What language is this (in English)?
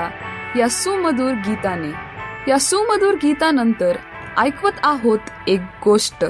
Marathi